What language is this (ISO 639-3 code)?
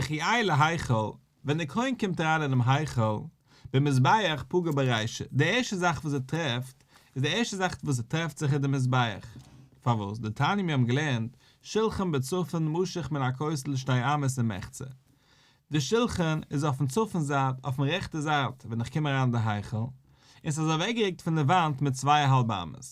yid